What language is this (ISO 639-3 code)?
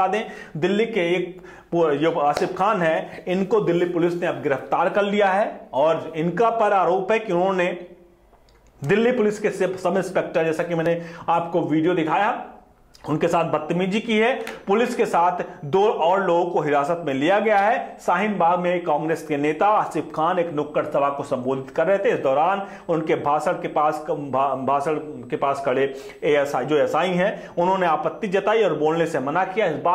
hin